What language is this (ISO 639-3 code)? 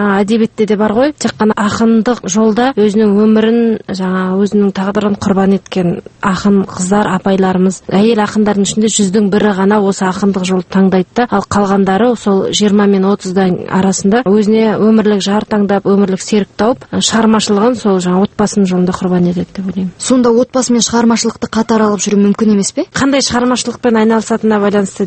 kaz